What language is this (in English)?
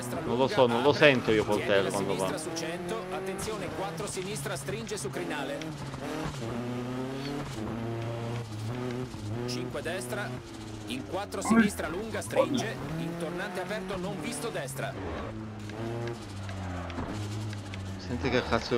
Italian